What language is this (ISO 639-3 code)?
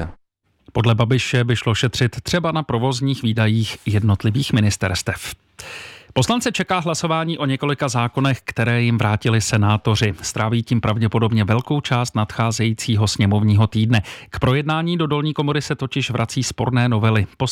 ces